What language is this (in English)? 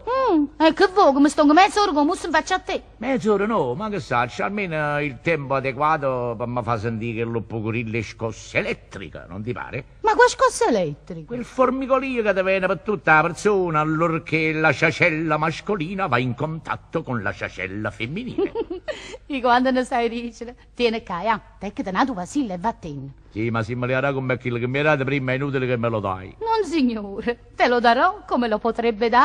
Neapolitan